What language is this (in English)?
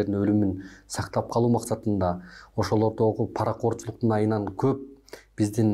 Kyrgyz